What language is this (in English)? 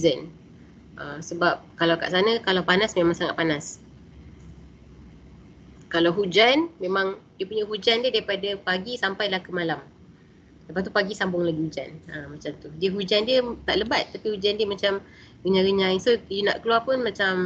Malay